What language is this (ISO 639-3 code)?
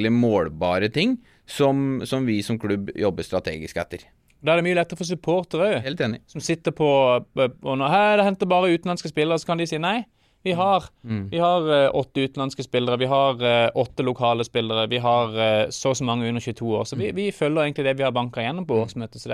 nor